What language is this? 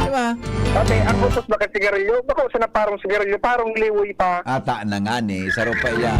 Bikol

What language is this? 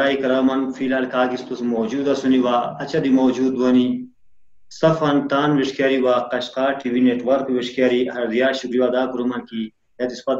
Khowar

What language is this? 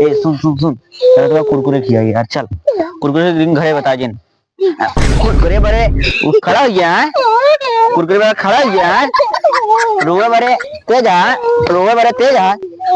Awadhi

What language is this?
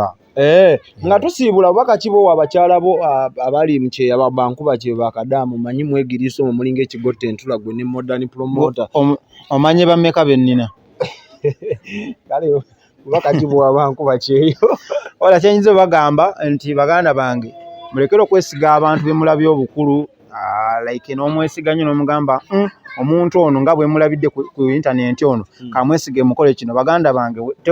Ganda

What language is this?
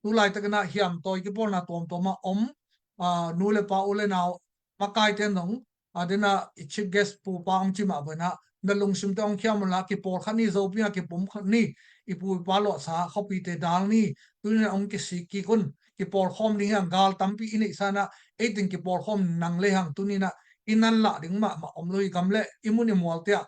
Tedim Chin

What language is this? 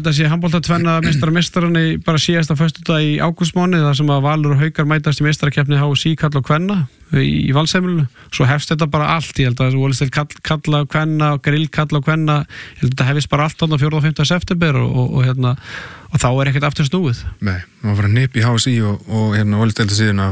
Icelandic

